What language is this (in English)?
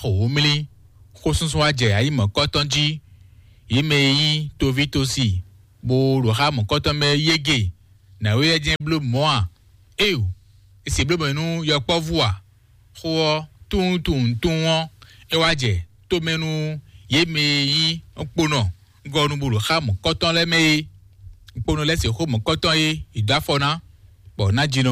Fon